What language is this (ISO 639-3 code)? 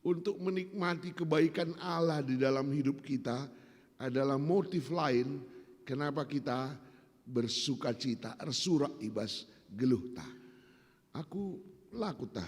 btx